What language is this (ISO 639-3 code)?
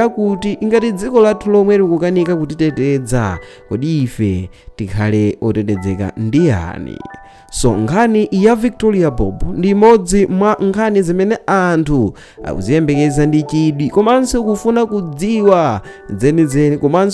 nya